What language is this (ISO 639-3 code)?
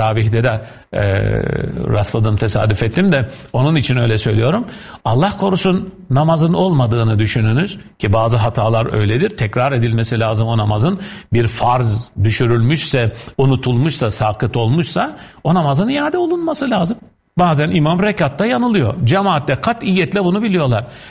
tur